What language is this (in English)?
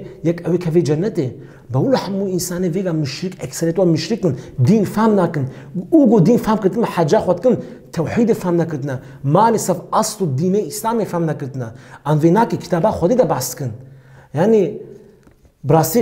Kurdish